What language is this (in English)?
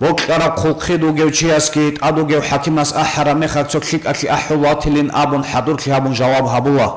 Avaric